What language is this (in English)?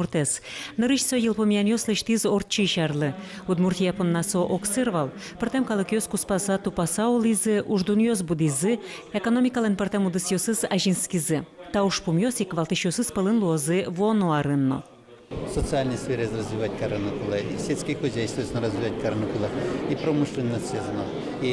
Udmurt